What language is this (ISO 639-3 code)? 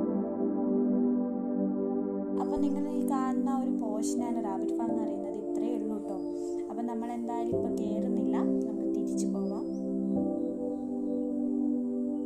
mal